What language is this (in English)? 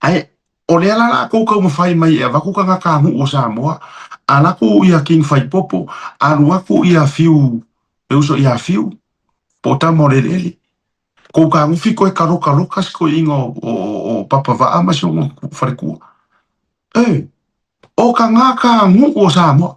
Samoan